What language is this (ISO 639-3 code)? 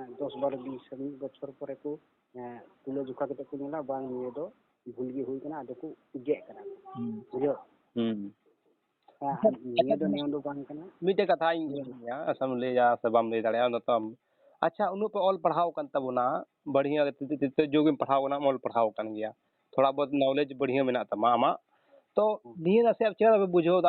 sat